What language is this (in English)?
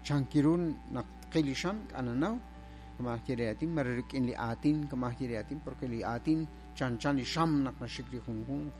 Kekchí